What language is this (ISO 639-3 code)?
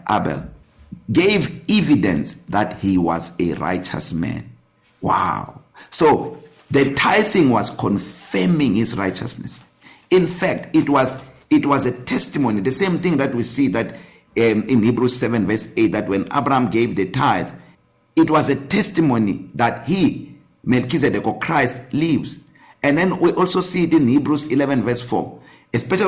eng